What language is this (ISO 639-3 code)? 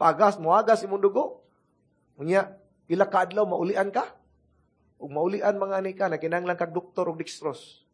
ceb